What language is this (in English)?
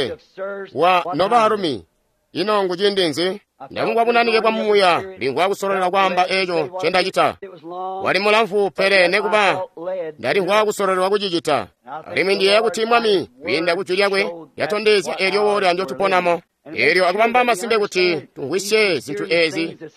Tonga (Zambia)